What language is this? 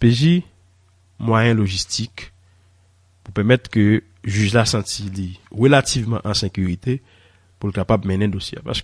Haitian Creole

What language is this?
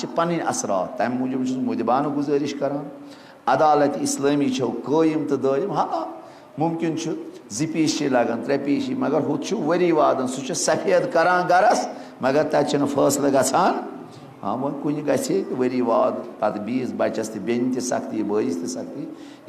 Kashmiri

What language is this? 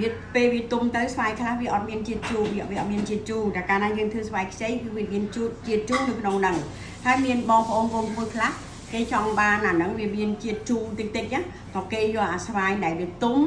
Khmer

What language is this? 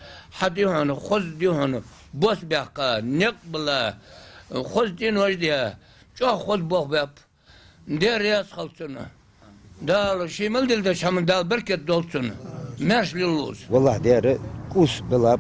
Ingush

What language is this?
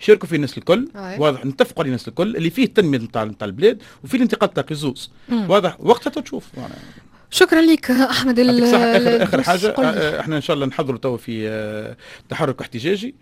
Tunisian Arabic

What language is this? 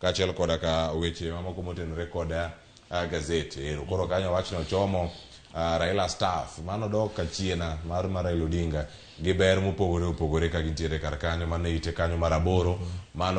Luo (Kenya and Tanzania)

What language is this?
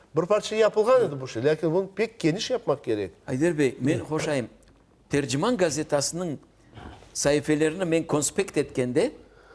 Crimean Tatar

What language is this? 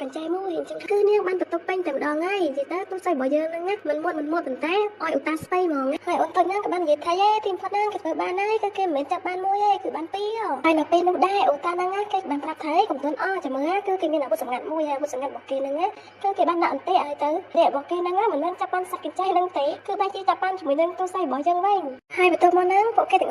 Khmer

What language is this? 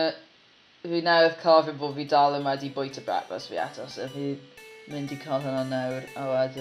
Welsh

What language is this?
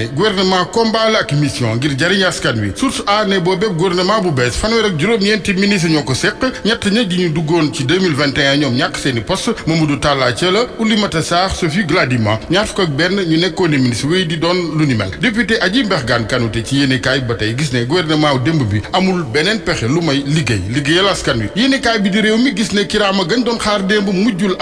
Wolof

